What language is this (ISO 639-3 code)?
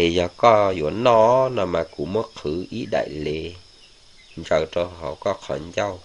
hmn